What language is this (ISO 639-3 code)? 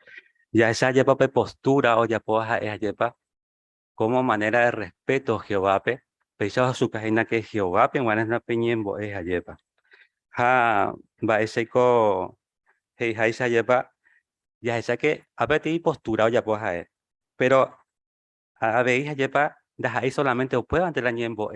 grn